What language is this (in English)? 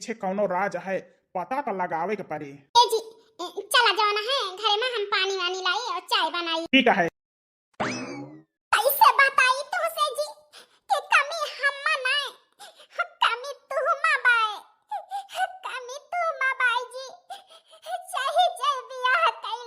Awadhi